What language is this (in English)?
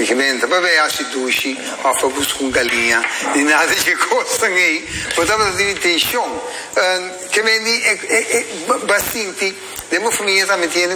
Papiamento